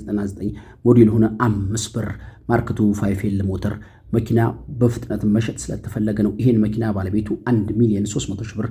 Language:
Amharic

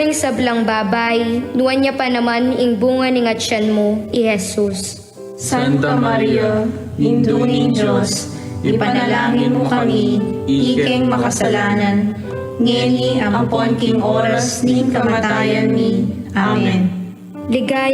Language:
Pampanga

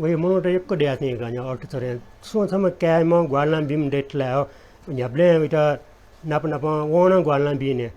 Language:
Newari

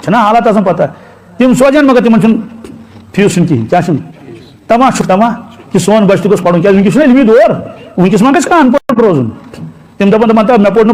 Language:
Kashmiri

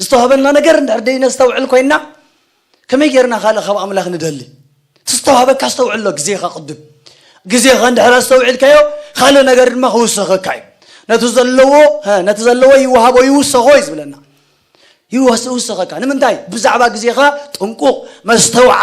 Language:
Tigrinya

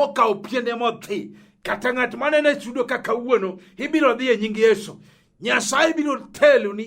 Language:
Luo (Kenya and Tanzania)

